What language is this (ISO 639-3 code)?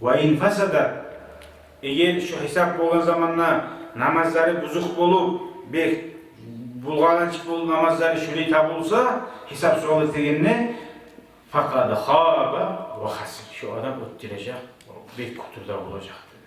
kum